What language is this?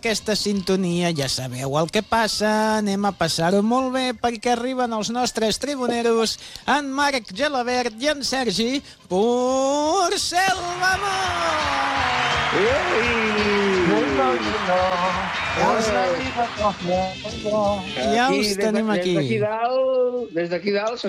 Catalan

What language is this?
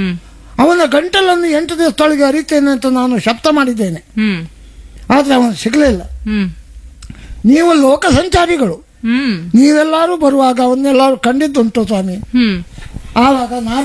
Kannada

